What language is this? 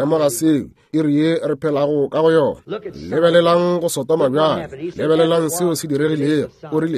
Northern Sotho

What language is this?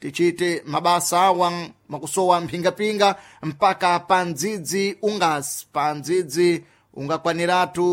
Sena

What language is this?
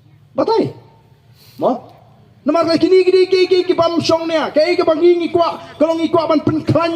Khasi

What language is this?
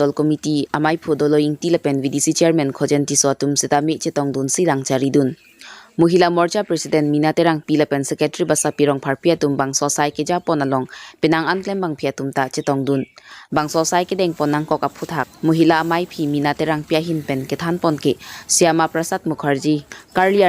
Karbi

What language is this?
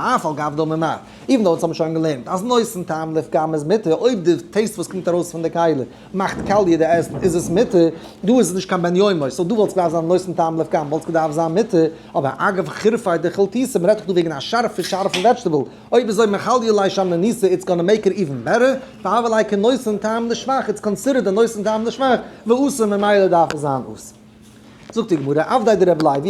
Yiddish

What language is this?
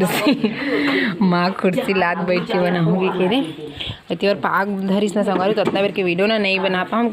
Chhattisgarhi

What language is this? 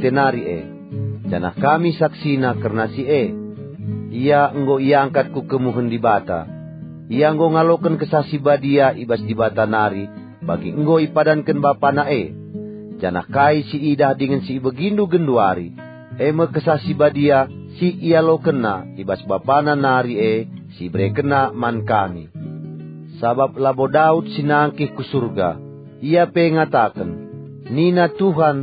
Batak Karo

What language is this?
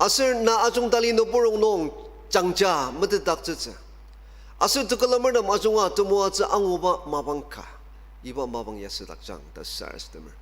Ao Naga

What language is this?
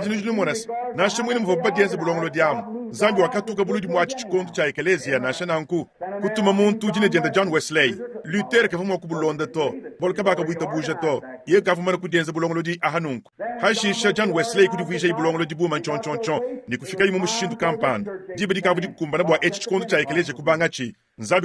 Luba-Lulua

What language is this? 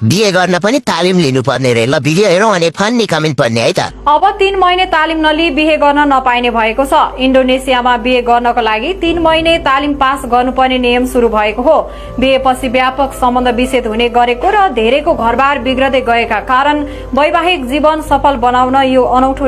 Nepali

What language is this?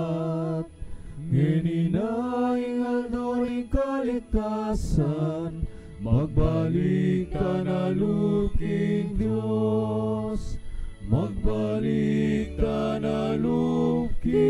Pampanga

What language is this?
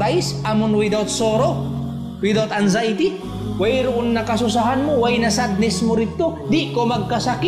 Tausug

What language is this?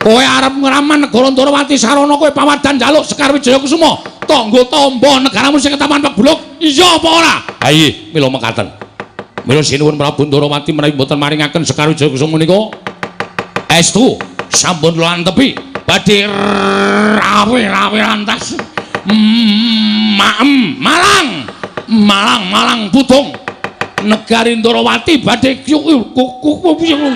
Javanese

